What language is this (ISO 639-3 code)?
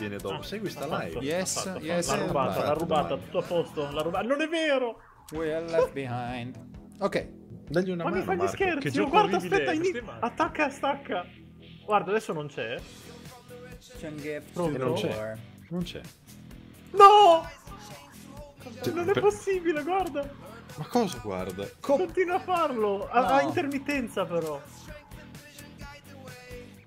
ita